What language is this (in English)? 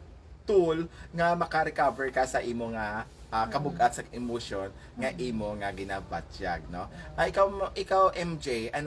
Hiligaynon